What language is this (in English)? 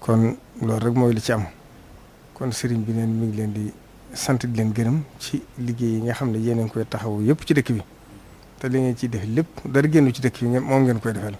Wolof